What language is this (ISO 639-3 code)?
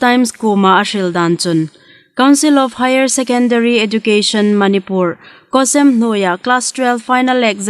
hmr